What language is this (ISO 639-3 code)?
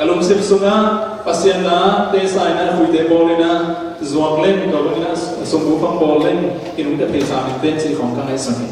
cfm